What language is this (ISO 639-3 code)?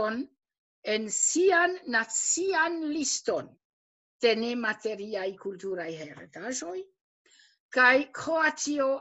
epo